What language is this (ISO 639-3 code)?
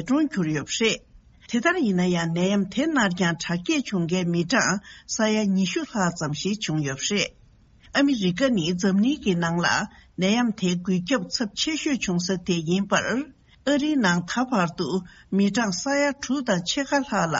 bod